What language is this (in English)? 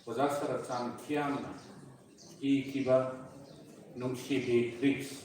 Manipuri